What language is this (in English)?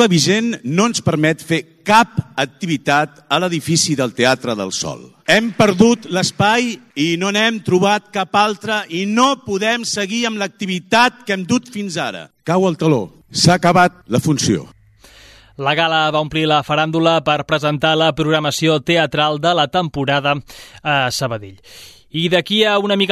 Catalan